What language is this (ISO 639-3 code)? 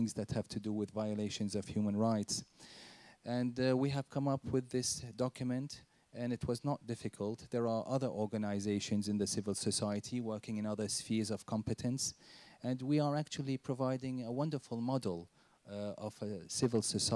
eng